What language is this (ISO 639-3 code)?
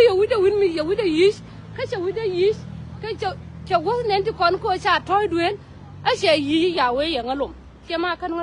nus